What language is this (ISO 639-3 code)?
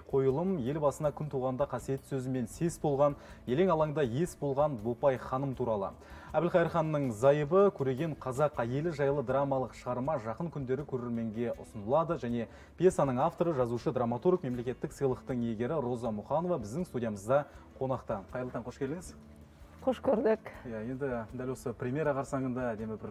kaz